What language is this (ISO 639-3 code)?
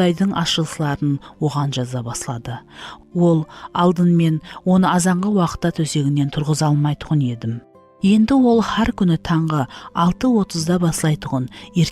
kaa